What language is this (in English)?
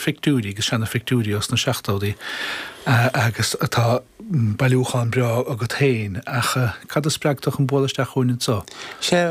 Irish